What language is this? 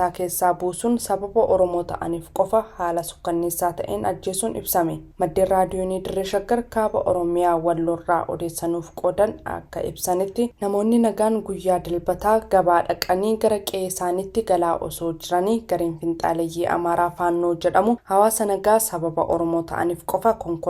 Oromo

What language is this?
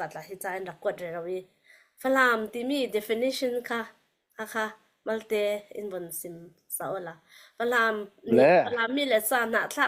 Falam Chin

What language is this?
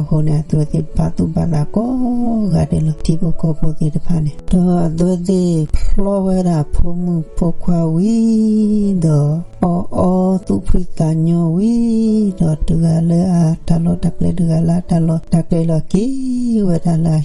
S'gaw Karen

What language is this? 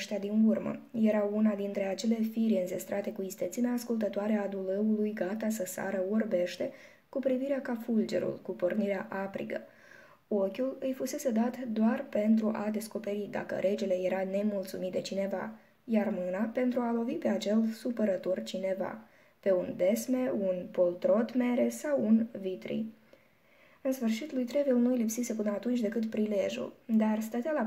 Romanian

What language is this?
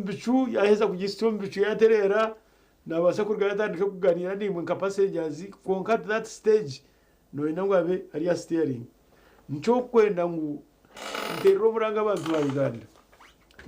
Nyankole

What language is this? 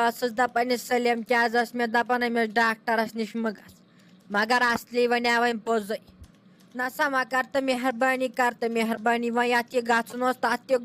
Kashmiri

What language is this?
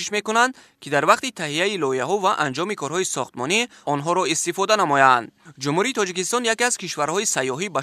Tajik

